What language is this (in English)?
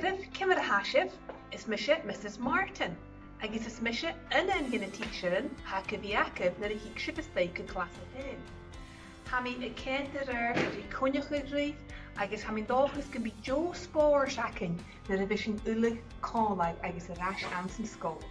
Scottish Gaelic